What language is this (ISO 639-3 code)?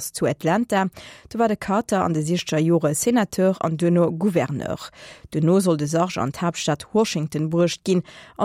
ltz